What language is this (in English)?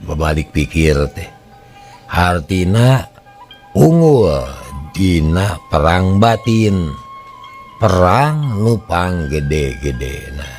Sundanese